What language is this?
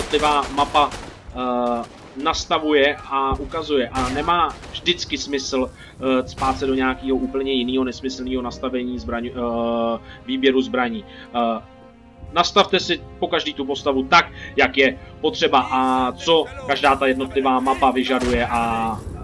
Czech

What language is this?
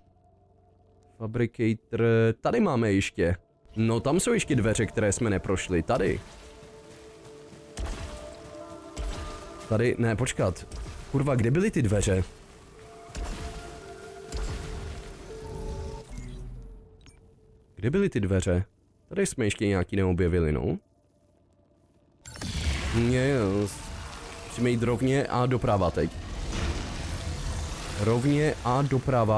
Czech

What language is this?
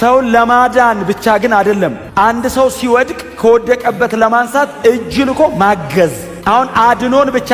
Amharic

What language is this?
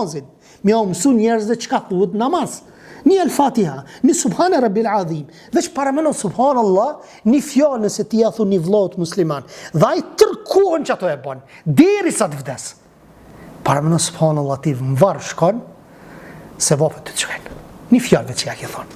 Albanian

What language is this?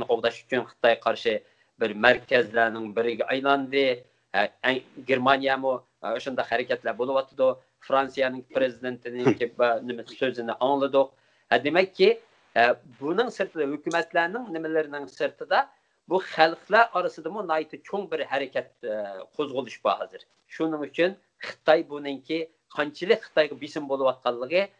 Uyghur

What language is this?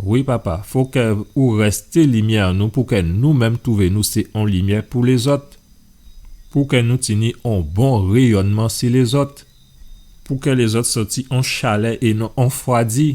Guadeloupean Creole French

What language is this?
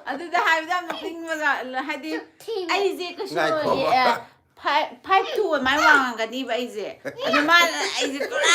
Manipuri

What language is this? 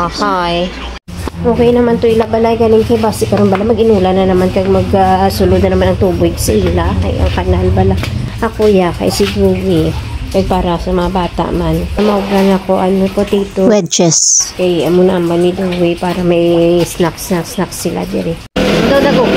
Hiligaynon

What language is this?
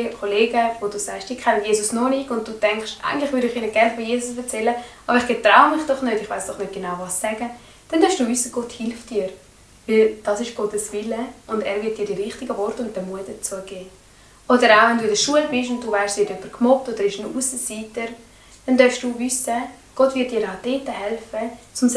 Swiss German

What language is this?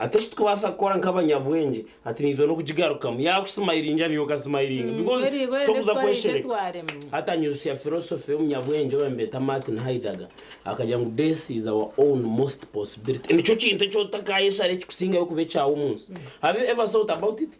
Nyankole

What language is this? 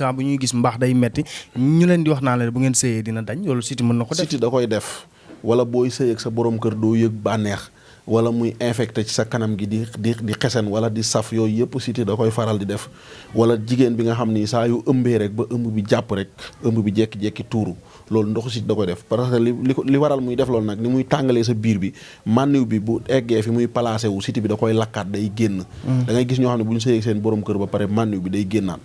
Wolof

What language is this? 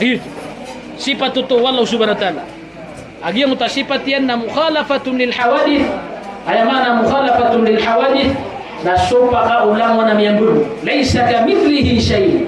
Maranao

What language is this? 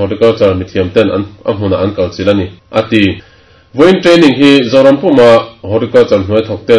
Mizo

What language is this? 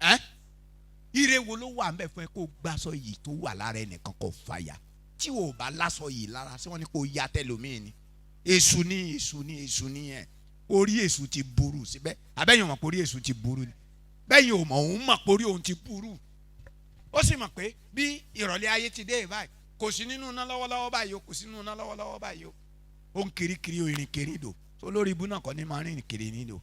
Yoruba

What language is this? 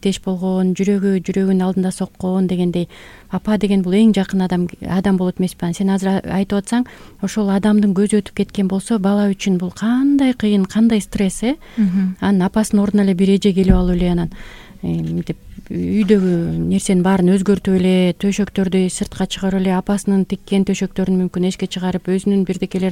Kyrgyz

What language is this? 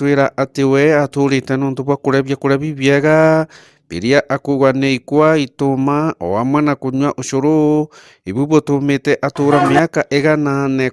Meru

